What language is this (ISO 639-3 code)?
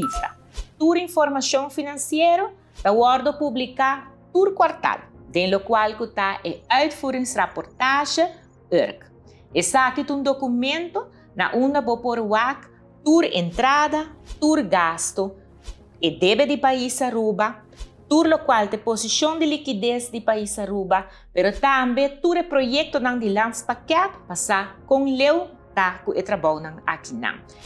pap